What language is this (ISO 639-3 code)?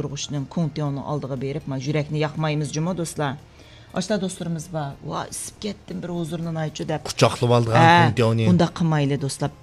uig